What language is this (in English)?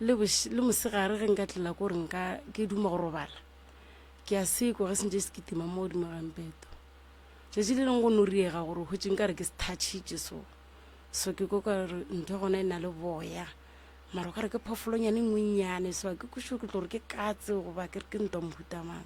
Northern Sotho